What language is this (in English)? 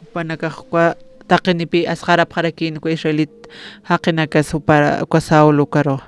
Aymara